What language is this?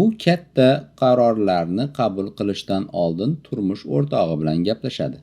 Uzbek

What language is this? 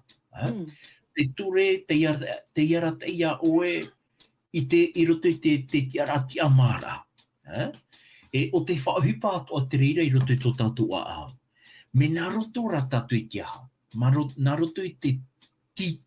Tahitian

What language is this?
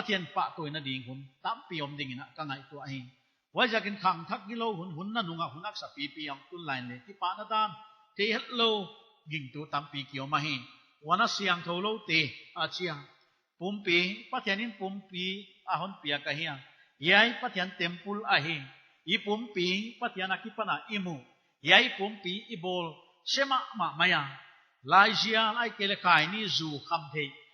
Paite Chin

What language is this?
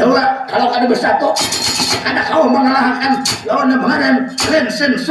Banjar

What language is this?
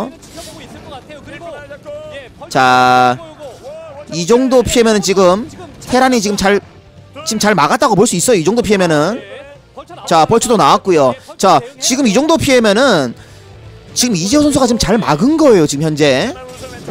Korean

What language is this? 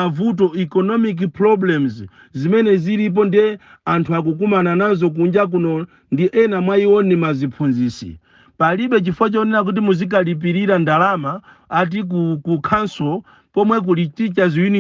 Nyanja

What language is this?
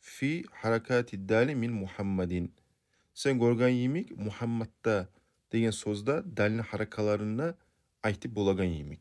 Kumyk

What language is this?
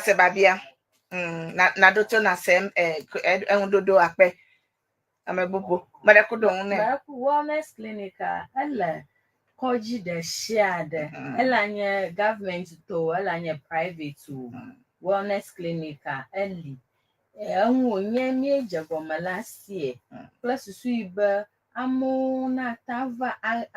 Ewe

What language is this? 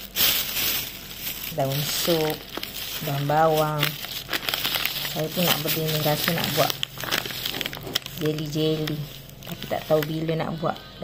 Malay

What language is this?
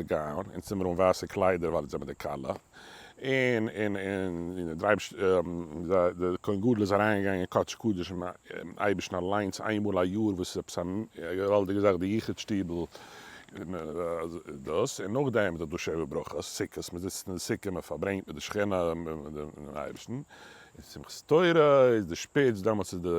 Yiddish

